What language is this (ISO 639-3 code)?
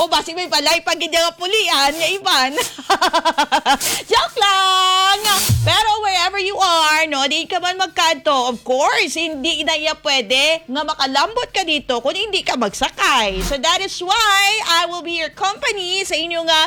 hil